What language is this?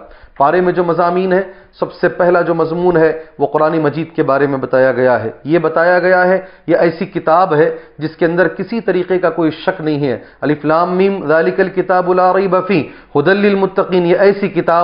Urdu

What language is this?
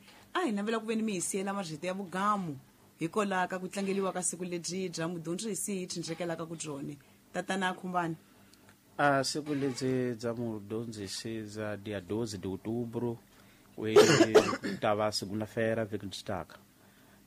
Tsonga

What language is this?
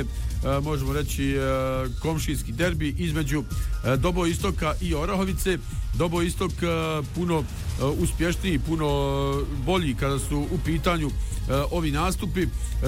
Bosnian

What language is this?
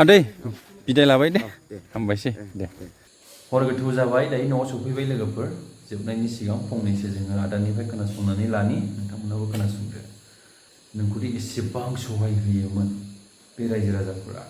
Bodo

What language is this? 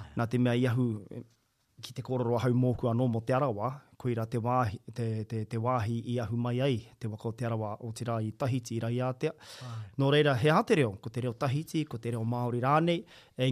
Māori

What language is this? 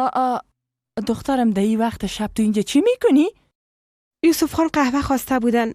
Persian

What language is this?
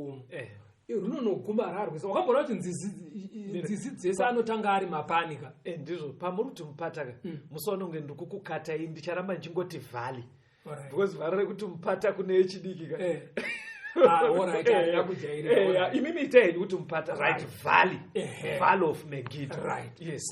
Shona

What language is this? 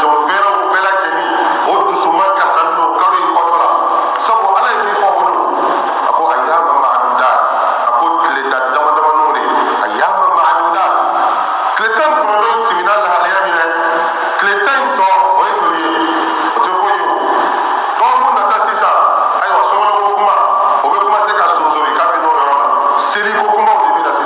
Bambara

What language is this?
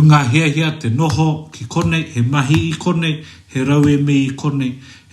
Māori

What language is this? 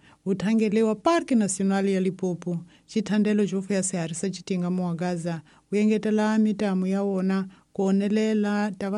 Tsonga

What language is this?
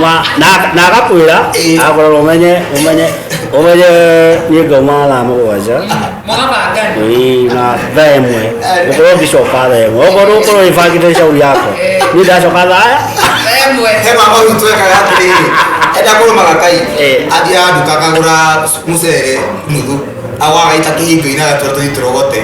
Kikuyu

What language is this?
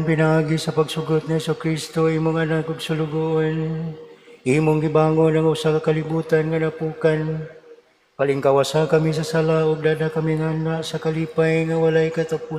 Cebuano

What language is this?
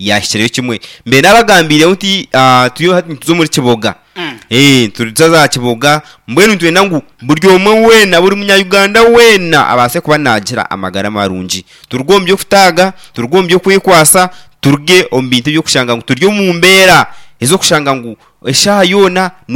Nyankole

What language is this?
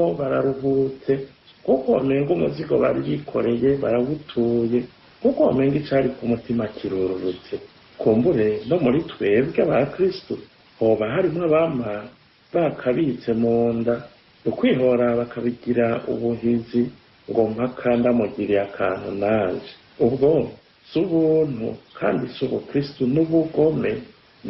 Rundi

